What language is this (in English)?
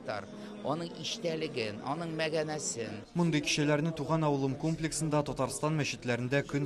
Tatar